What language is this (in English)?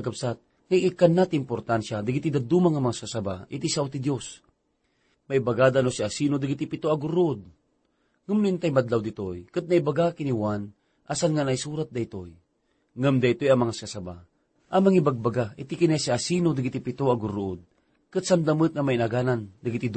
Iloko